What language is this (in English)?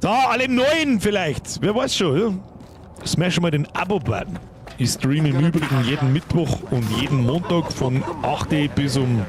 Bavarian